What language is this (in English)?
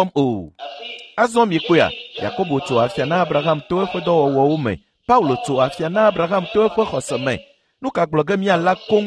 Ewe